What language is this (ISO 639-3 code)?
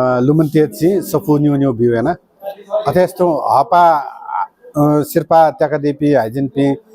new